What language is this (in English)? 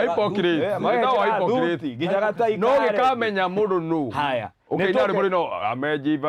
Kikuyu